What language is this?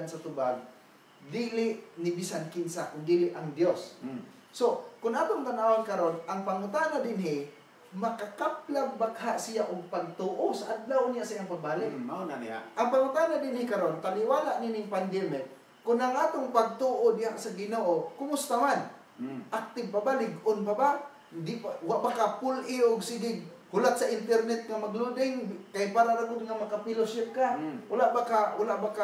Cebuano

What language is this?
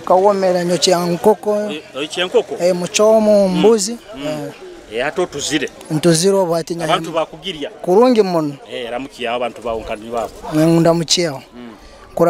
Nyoro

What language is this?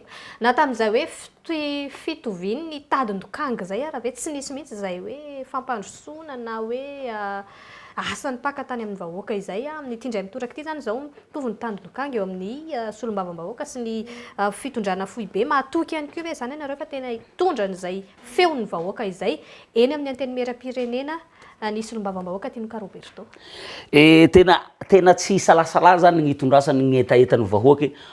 Malagasy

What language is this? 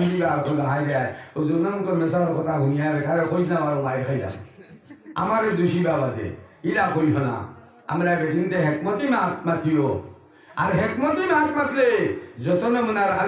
Sylheti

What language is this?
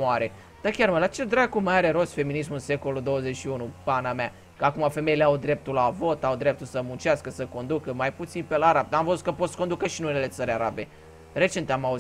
Romanian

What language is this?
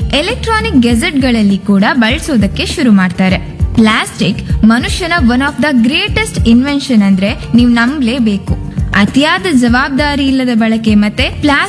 Kannada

